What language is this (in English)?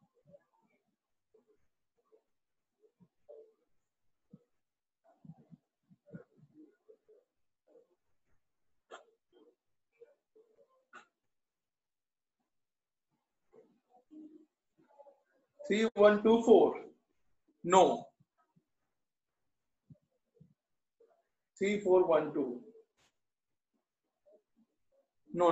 Hindi